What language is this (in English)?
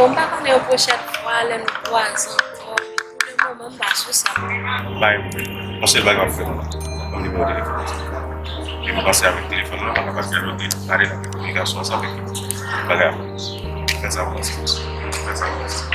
Haitian Creole